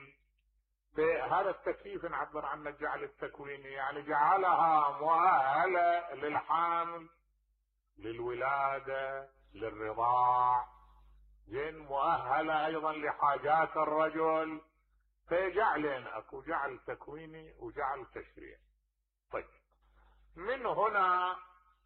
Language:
Mesopotamian Arabic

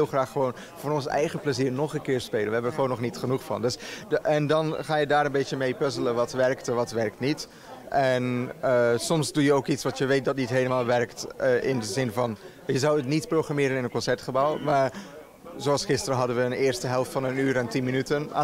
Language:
Dutch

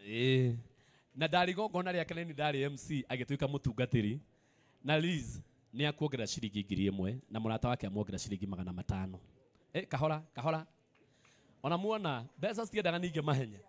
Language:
Kikuyu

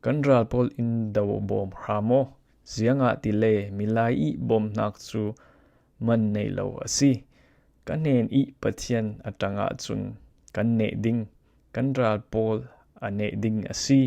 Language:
Falam Chin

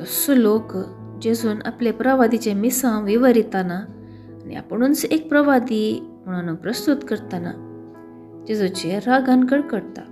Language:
Konkani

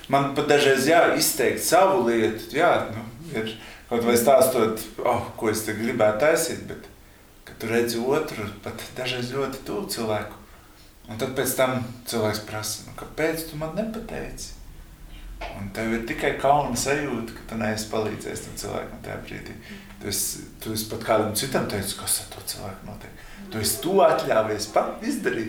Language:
Latvian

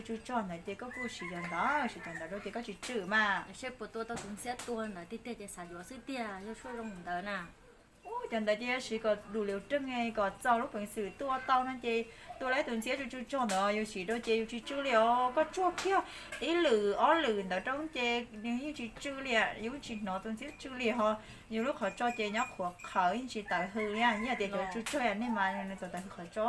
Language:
Hmong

